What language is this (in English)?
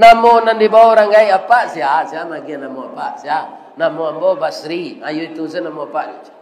Minangkabau